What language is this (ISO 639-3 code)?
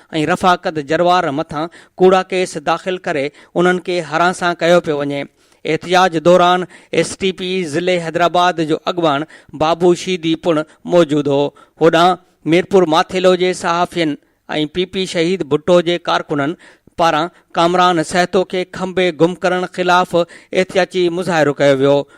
snd